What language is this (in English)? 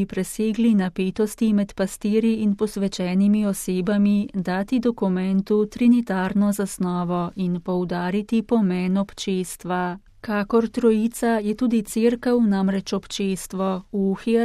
Slovenian